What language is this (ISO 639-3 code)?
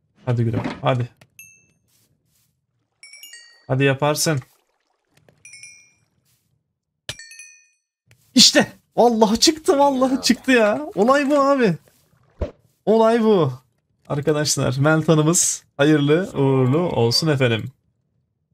tur